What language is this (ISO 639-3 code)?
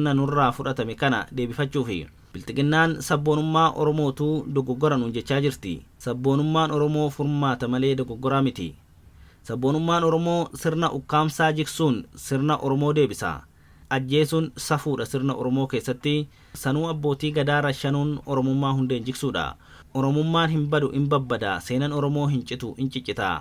orm